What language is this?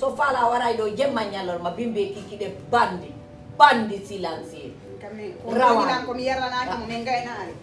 Fula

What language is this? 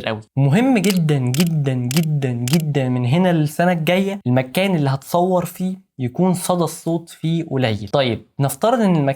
Egyptian Arabic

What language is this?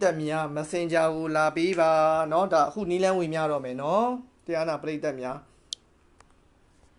Burmese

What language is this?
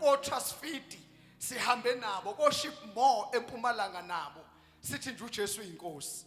Zulu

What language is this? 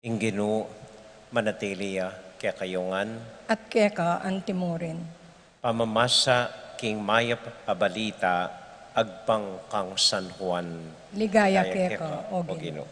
Pampanga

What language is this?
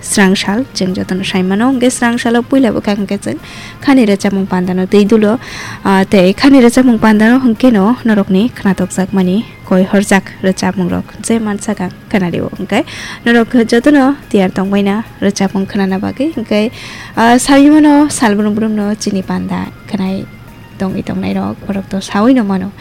Kok Borok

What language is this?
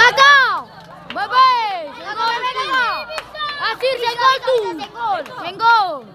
Ambonese Malay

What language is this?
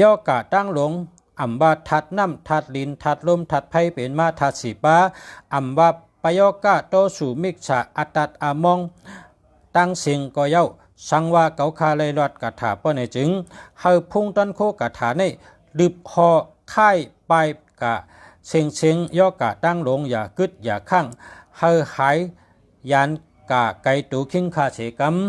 Shan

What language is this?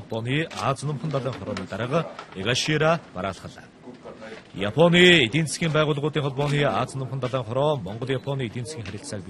Mongolian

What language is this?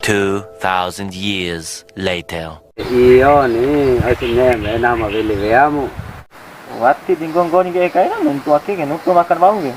Bima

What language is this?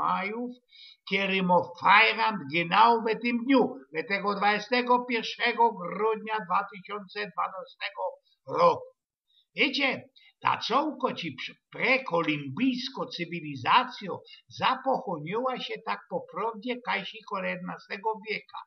Silesian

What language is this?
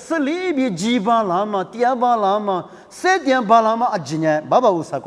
Lisu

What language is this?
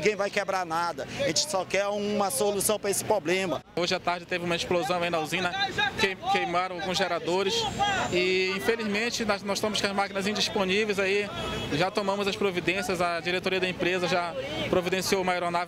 Portuguese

